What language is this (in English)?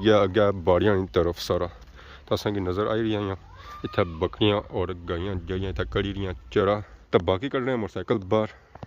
Pahari-Potwari